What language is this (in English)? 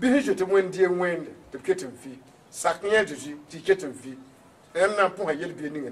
Mossi